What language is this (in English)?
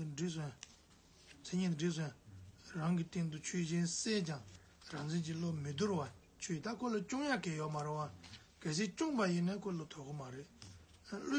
Tibetan